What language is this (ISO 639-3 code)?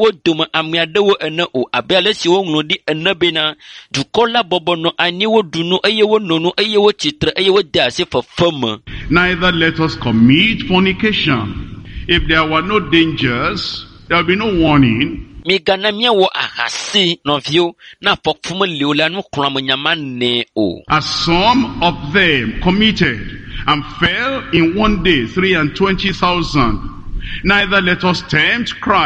ewe